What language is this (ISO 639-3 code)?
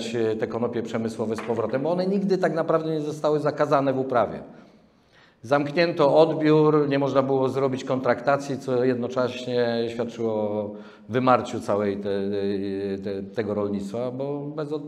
pol